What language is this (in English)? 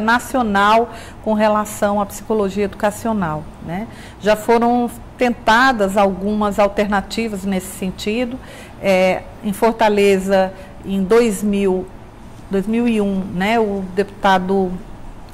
Portuguese